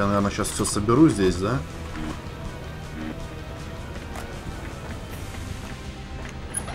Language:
Russian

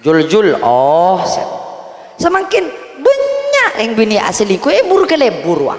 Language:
Madurese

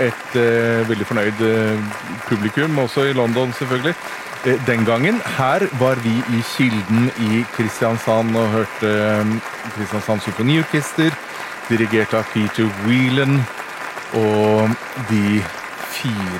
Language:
Norwegian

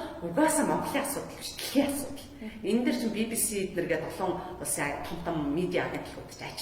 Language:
Mongolian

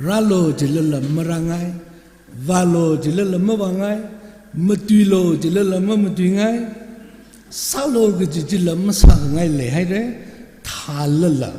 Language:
Tangkhul Naga (India)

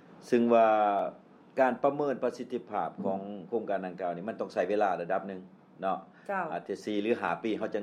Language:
Lao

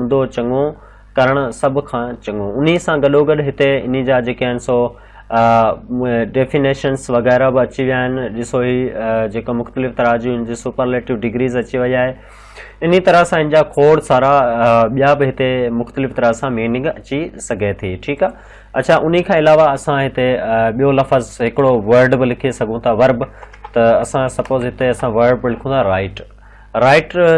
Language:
Sindhi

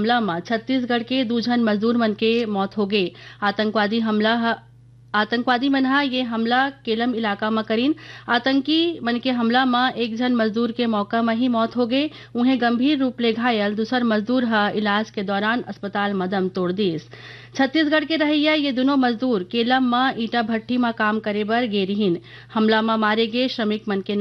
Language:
Chhattisgarhi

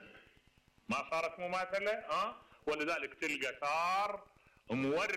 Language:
Mesopotamian Arabic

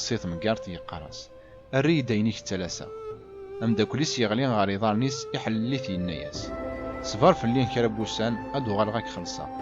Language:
Kabyle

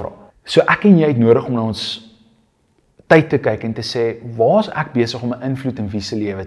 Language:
Afrikaans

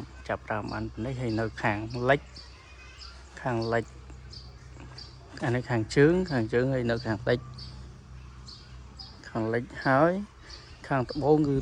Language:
Khmer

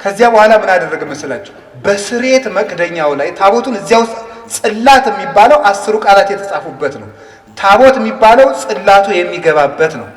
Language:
Amharic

